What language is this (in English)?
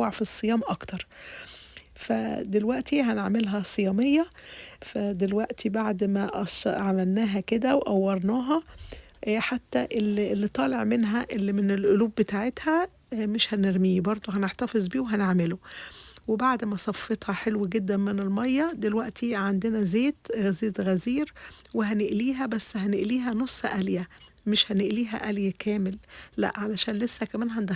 Egyptian Arabic